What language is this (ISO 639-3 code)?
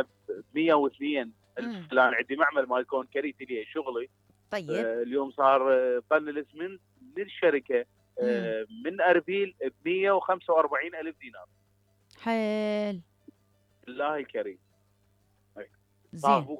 acm